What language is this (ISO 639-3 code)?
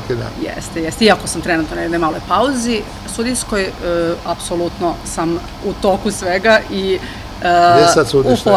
srp